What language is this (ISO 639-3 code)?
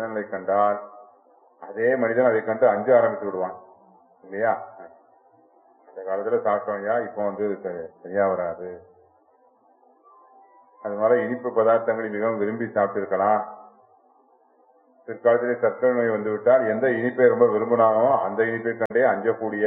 tam